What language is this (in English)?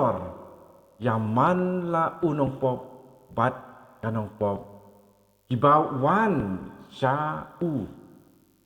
Khasi